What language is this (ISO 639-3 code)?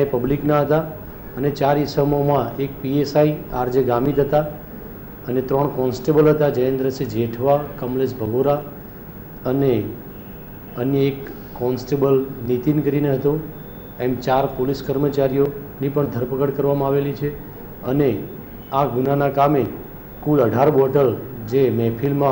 guj